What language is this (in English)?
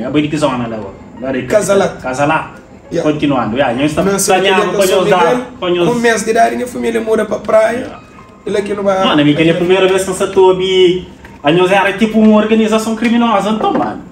Kabuverdianu